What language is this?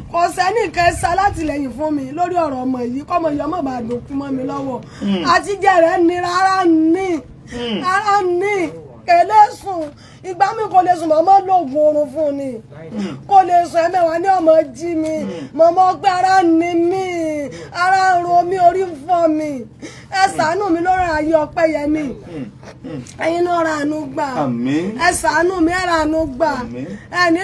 Yoruba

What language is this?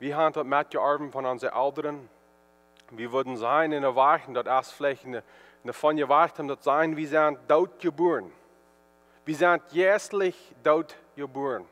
Plautdietsch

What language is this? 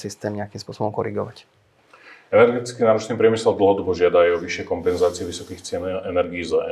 Slovak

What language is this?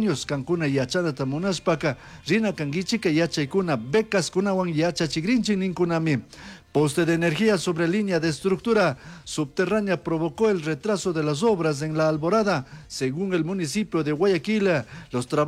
Chimborazo Highland Quichua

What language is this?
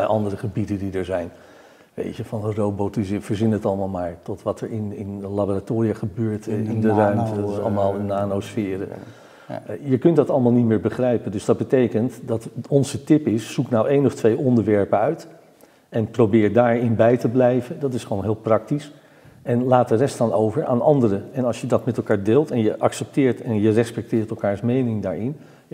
Dutch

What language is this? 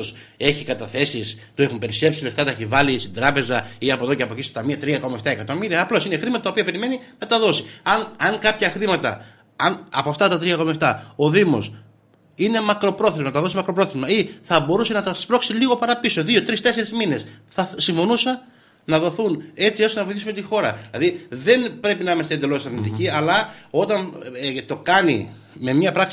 Greek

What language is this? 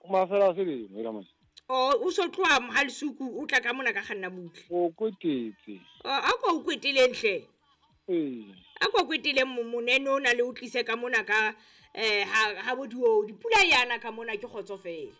Southern Sotho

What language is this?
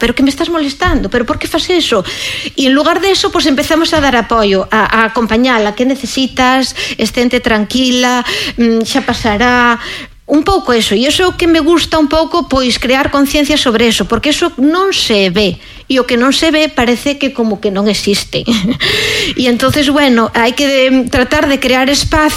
Galician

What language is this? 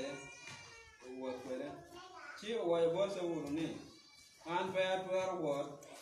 Acoli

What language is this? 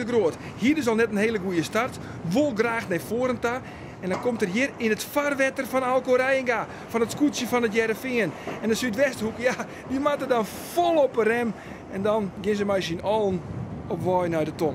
Western Frisian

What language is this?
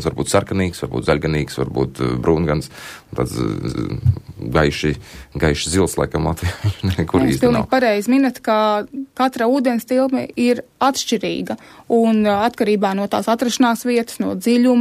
Latvian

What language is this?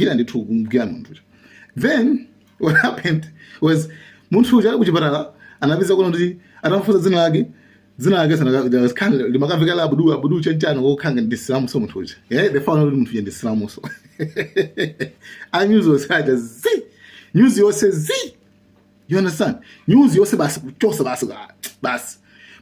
Nyanja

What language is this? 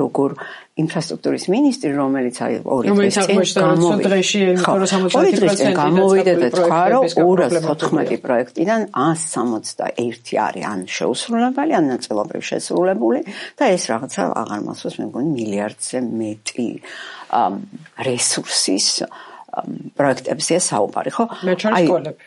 Georgian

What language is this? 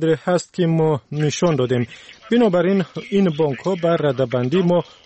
Tajik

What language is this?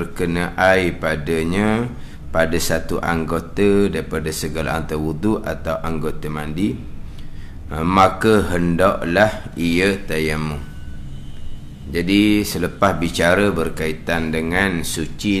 Malay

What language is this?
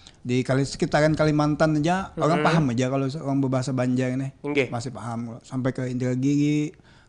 Banjar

